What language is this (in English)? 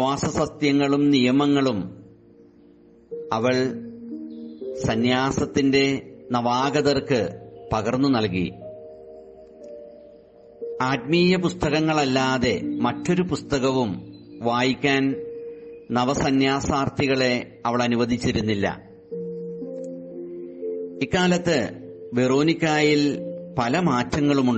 Malayalam